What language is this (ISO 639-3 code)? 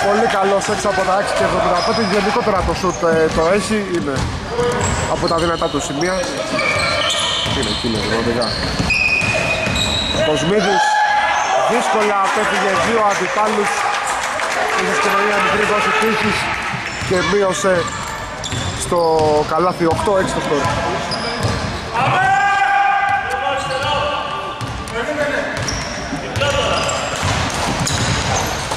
ell